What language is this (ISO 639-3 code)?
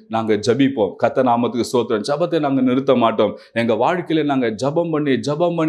tam